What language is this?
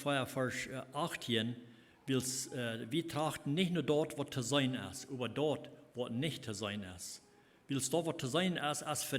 Plautdietsch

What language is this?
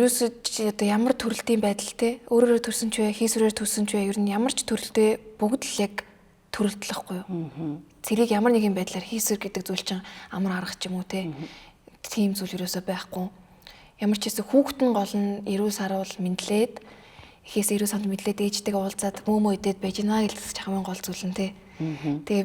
Mongolian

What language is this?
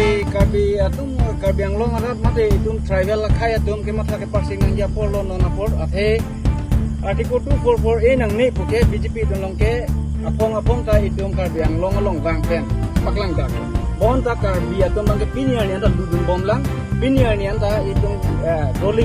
Karbi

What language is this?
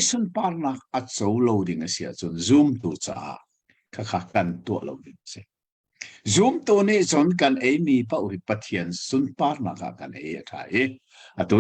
Hakha Chin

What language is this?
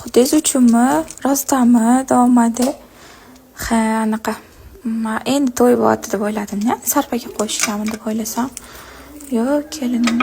Uzbek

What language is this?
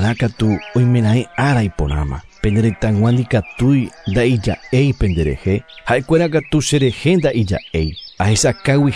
Guarani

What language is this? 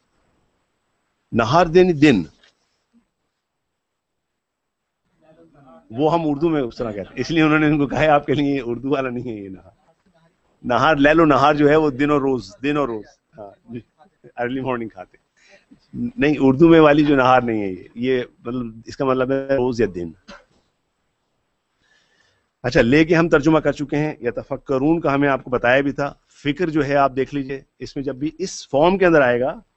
Urdu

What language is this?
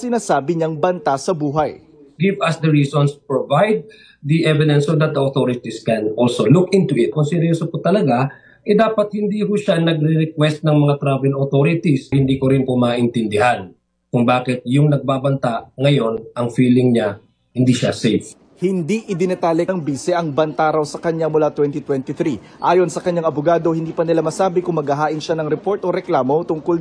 Filipino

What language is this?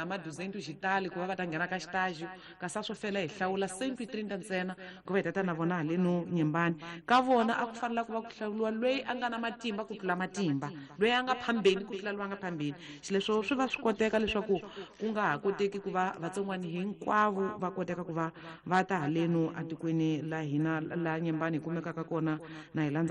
Tsonga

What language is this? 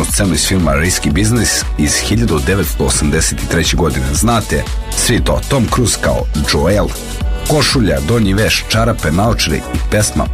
Serbian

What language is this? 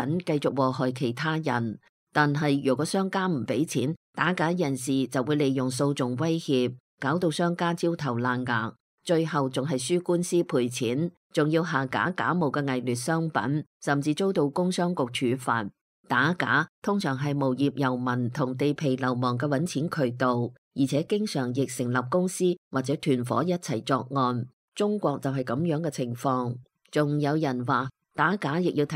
Cantonese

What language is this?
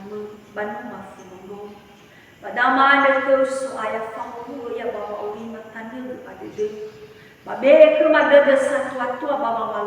Nias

